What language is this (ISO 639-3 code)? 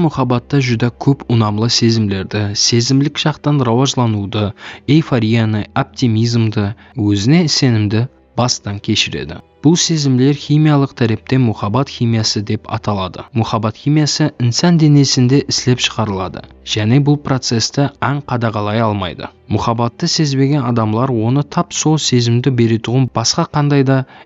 kaa